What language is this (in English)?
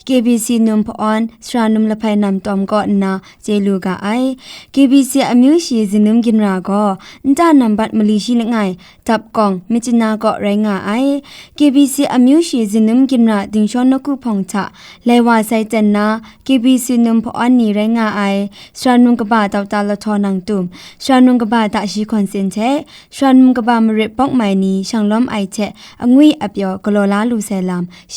Kachin